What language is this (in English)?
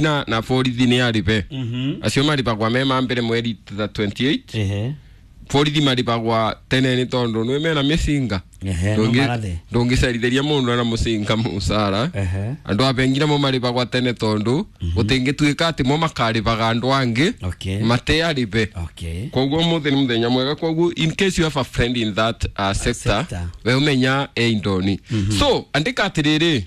Kikuyu